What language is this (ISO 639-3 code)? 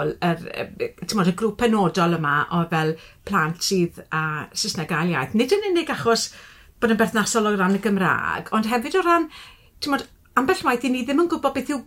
cym